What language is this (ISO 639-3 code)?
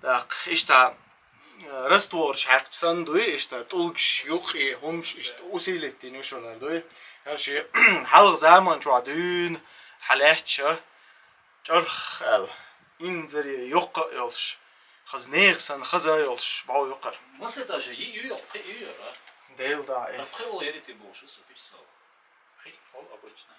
che